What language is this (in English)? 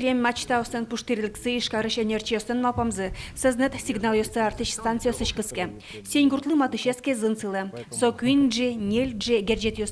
Udmurt